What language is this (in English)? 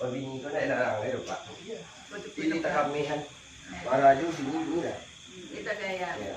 Minangkabau